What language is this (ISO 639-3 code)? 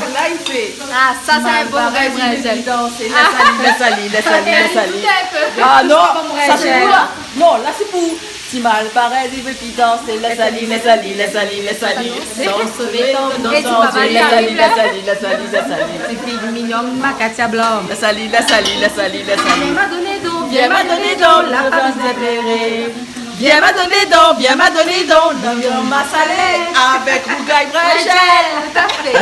rcf